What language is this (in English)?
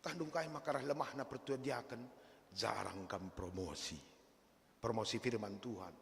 Batak Karo